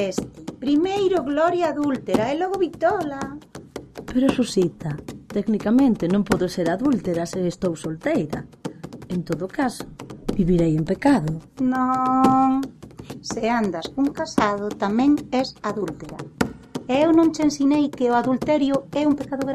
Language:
Galician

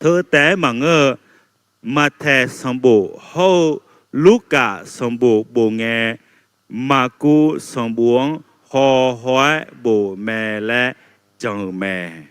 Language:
Akha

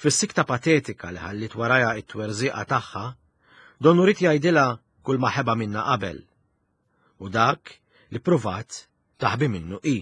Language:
Maltese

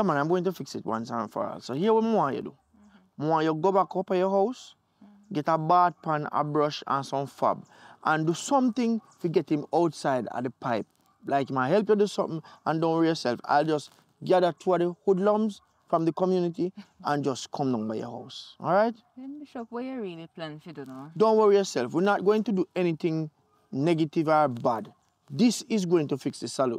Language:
Jamaican Creole English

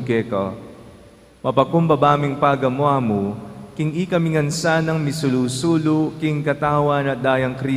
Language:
Pampanga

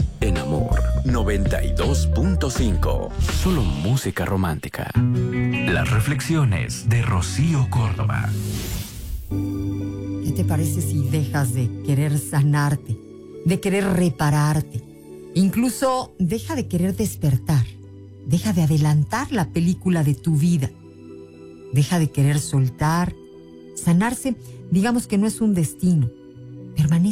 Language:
Spanish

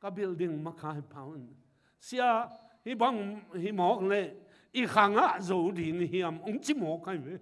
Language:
Tedim Chin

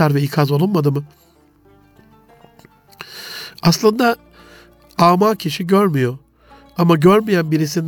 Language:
Turkish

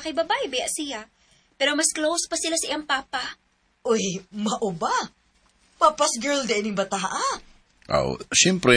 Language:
Cebuano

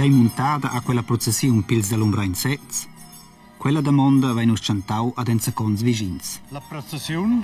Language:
Romansh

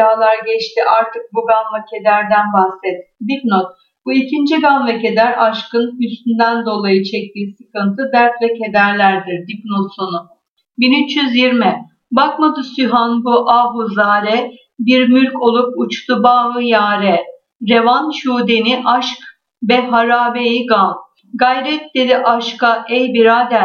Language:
Turkish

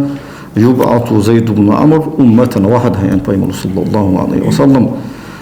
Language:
Ingush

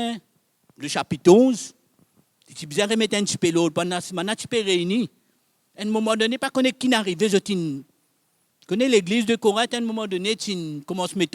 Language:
Morisyen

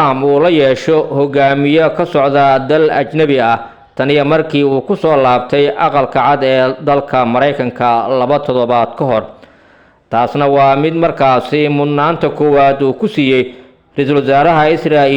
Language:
Somali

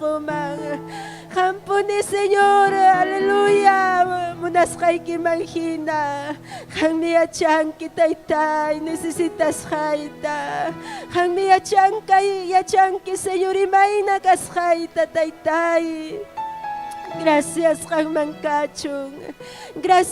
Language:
Ayacucho Quechua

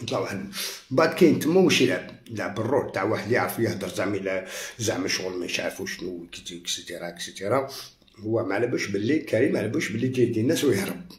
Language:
Algerian Arabic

